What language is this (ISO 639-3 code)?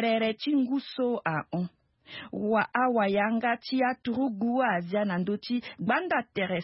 sag